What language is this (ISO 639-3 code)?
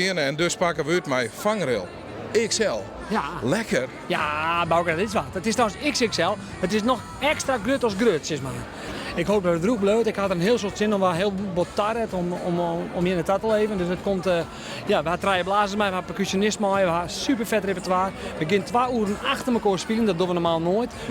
fry